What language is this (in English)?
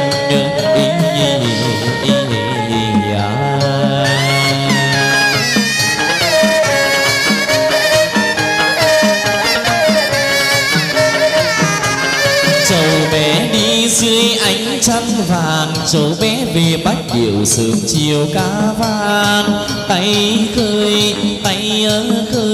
Vietnamese